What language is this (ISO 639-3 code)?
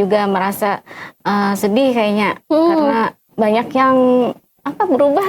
bjn